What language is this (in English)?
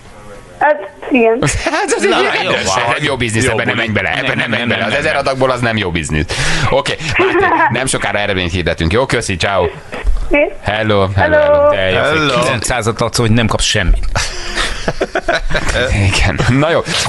Hungarian